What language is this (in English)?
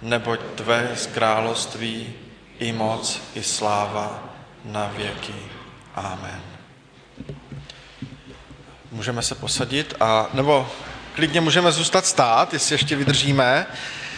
Czech